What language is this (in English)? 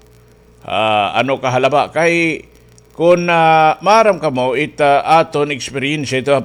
Waray